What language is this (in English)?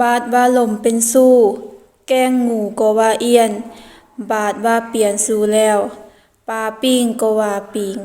Lao